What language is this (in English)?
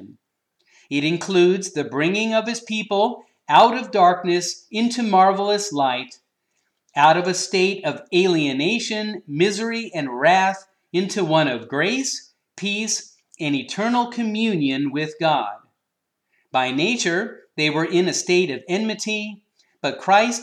English